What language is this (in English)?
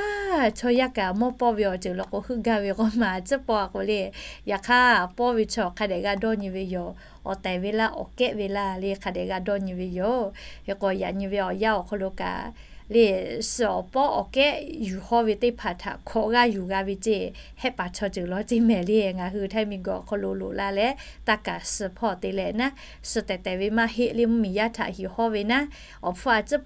Lahu